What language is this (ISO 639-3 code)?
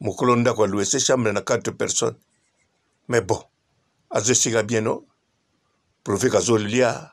lin